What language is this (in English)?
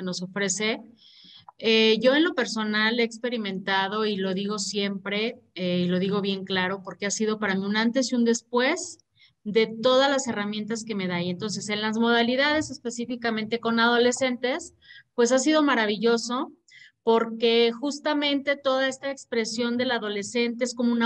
Spanish